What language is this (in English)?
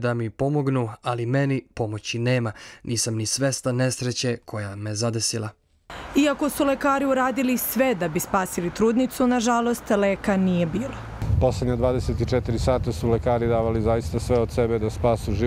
Serbian